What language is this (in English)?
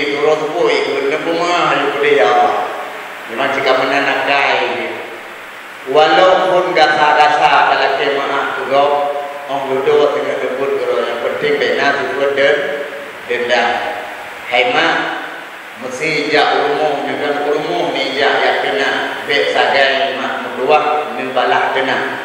Achinese